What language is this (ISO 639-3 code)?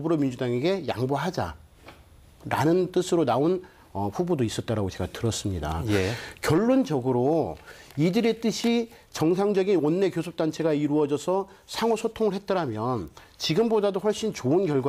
kor